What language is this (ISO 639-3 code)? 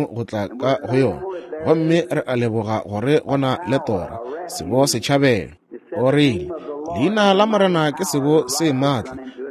nso